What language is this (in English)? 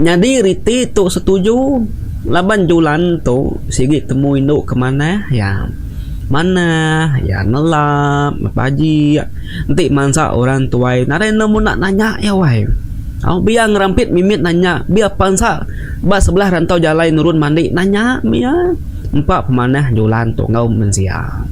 Iban